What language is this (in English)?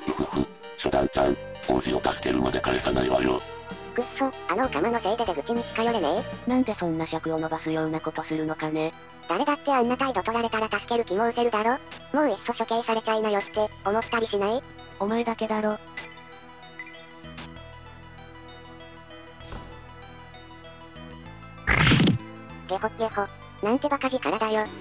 Japanese